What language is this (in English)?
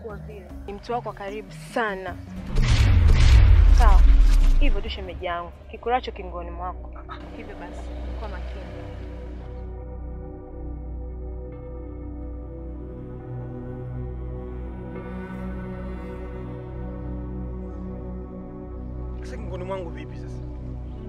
Swahili